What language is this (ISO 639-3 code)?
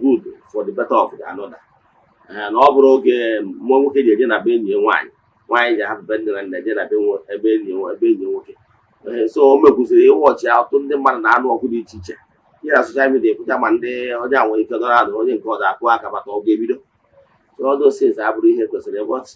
ibo